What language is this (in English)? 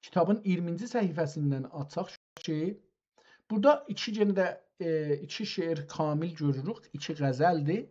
South Azerbaijani